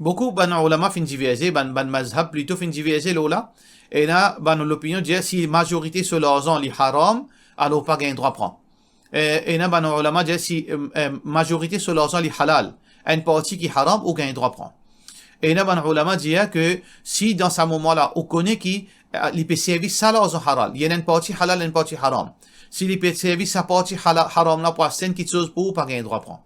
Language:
Morisyen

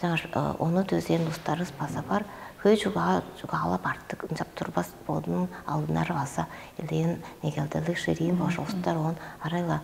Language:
Tuvinian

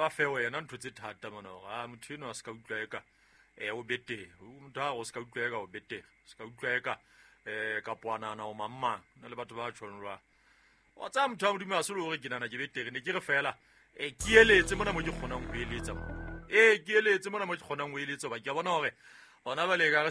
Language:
Southern Sotho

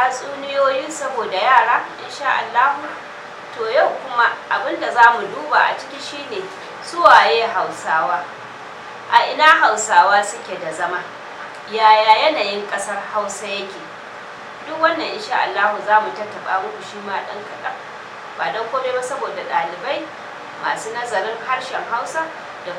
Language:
Hausa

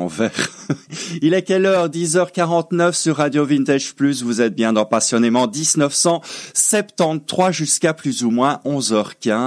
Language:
French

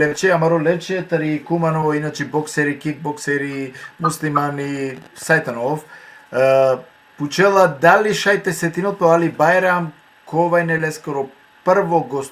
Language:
Balkan Romani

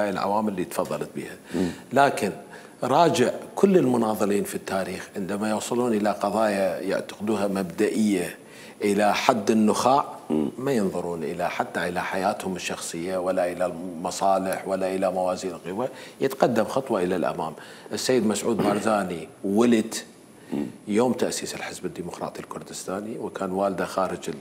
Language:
Mesopotamian Arabic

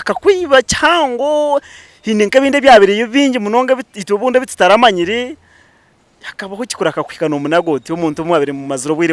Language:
Nyankole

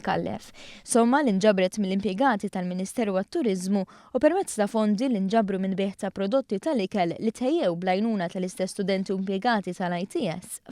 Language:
Maltese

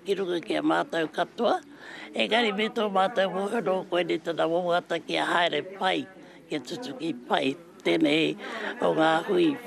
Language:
Māori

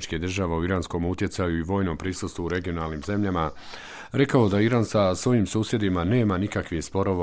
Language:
Bosnian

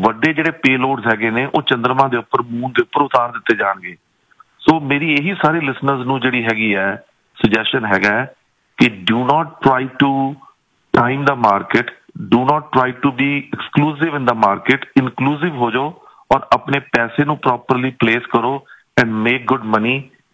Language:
Punjabi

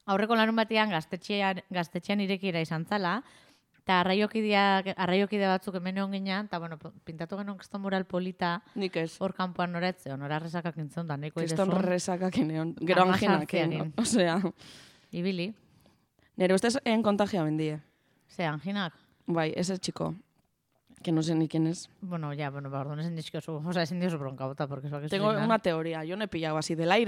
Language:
Basque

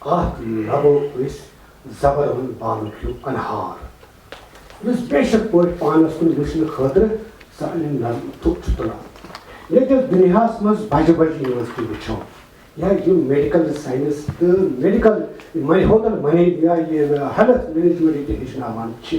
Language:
Kashmiri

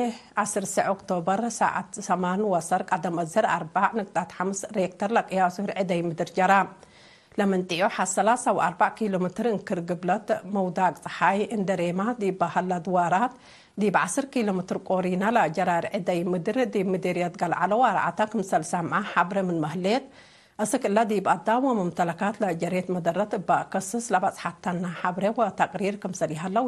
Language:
Tigre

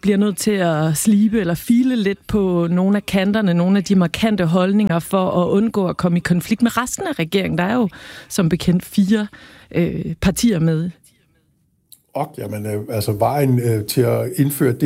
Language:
Danish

